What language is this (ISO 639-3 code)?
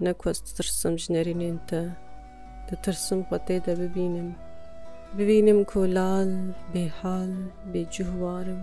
kur